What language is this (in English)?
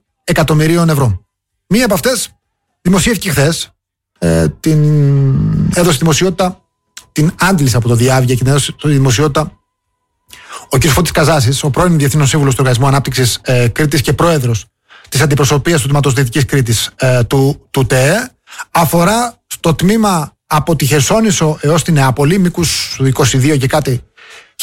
Greek